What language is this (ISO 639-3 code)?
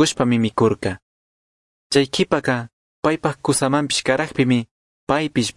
qug